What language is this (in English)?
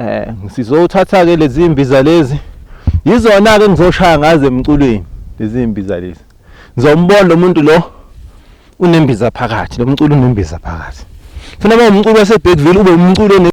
Zulu